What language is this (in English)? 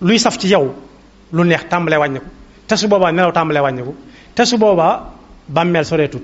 Wolof